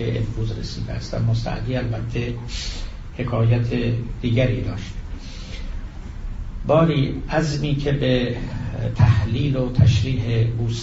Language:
Persian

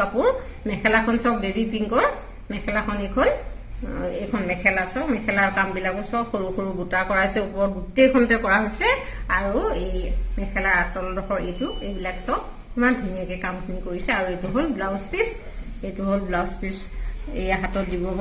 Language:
Assamese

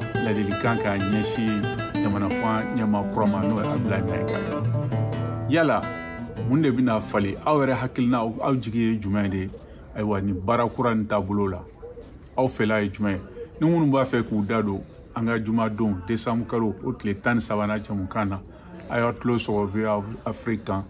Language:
Bambara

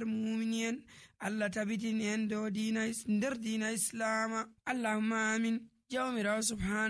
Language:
Nigerian Fulfulde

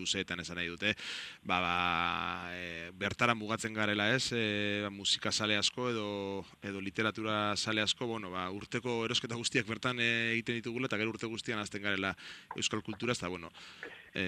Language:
Basque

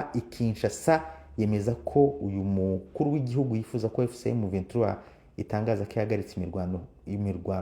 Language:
Kinyarwanda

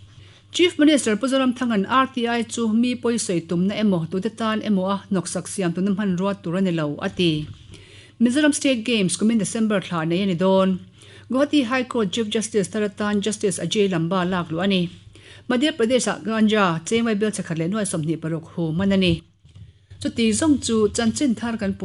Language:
Mizo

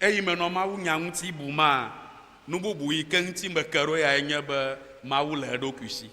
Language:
Ewe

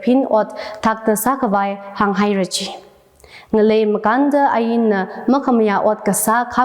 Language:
Tangkhul Naga (India)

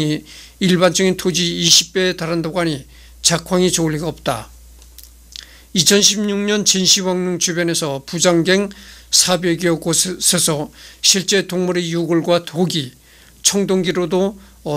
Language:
Korean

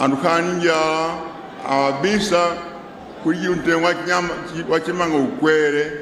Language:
Nyanja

